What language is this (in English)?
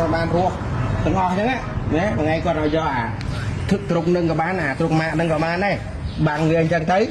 Khmer